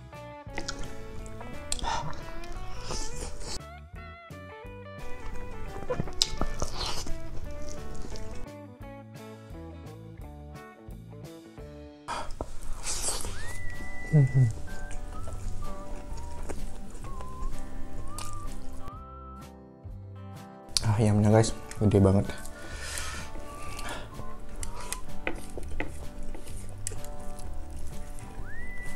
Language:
Indonesian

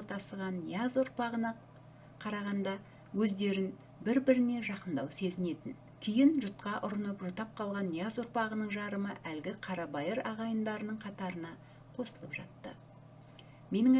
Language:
Kazakh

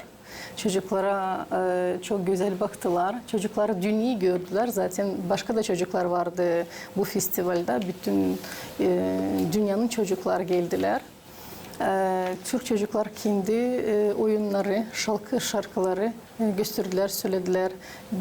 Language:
Gagauz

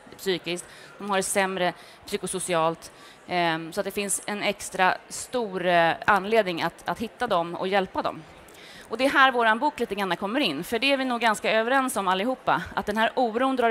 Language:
Swedish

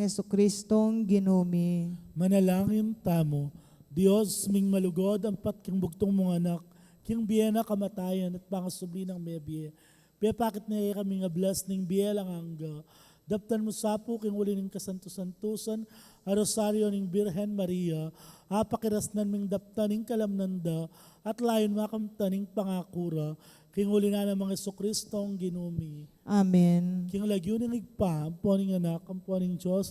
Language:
Pampanga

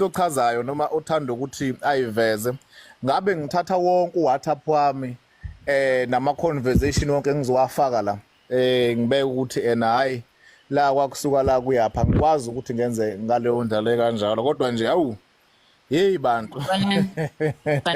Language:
Zulu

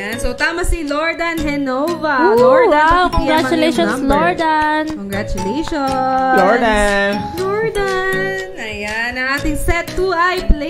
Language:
Filipino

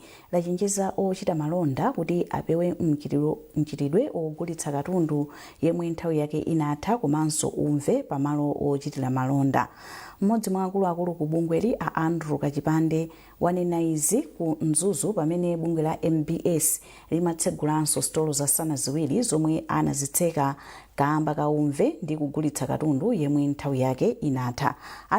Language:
Nyanja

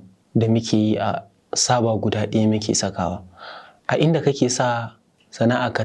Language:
Hausa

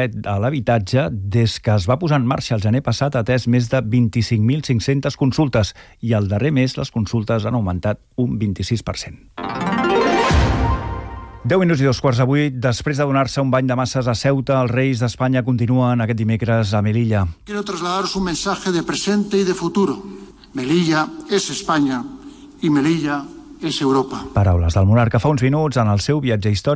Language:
Catalan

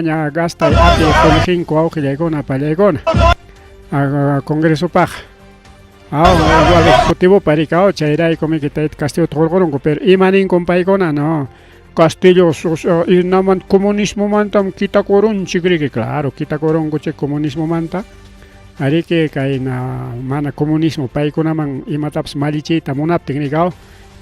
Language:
Ayacucho Quechua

